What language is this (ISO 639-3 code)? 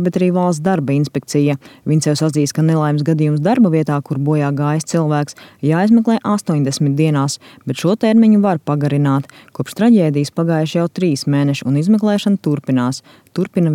lav